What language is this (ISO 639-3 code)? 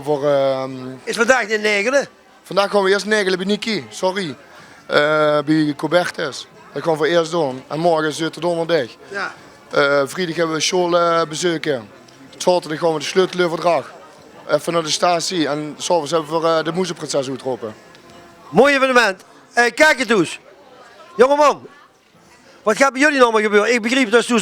lim